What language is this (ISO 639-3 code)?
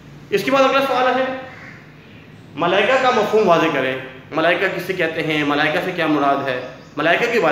urd